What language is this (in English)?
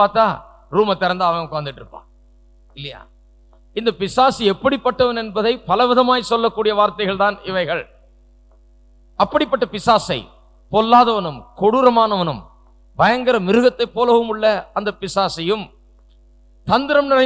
Tamil